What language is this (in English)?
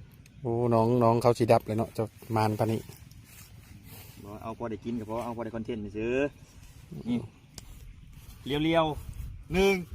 Lao